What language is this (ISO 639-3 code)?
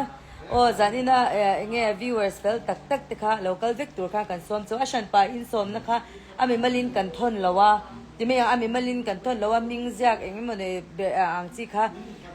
lus